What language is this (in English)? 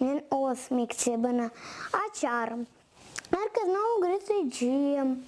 Crimean Tatar